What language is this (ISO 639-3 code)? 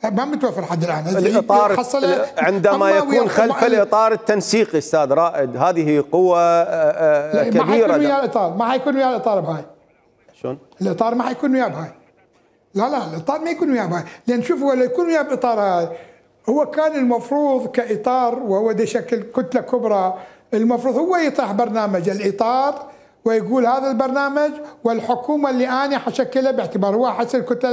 acm